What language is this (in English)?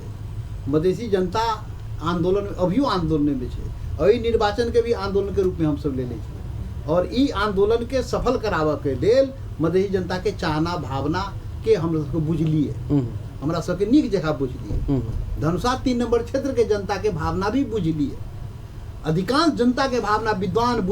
Maithili